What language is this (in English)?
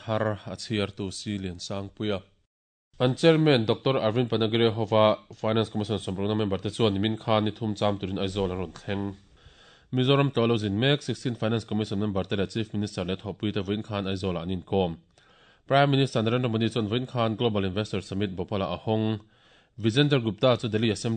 Mizo